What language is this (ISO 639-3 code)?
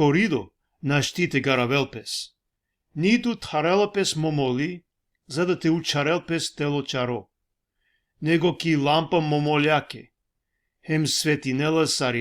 rmn